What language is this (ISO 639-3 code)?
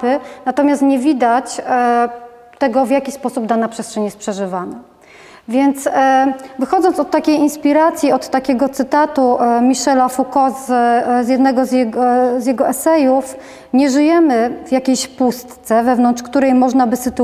pol